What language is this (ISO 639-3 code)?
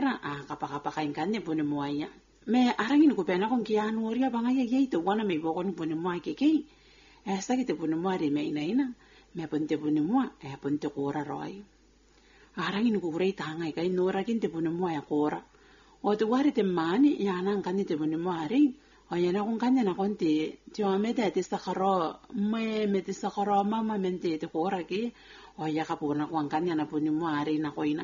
gil